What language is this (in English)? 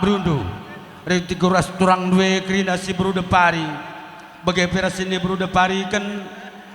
Batak Karo